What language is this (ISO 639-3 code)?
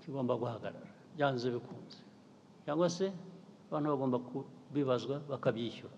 kin